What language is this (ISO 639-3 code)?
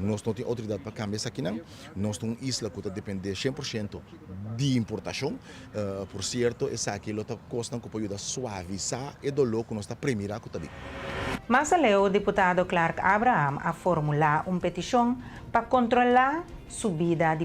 pap